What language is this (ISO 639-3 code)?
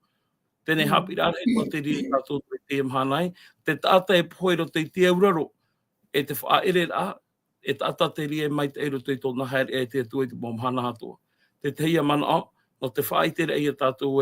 tah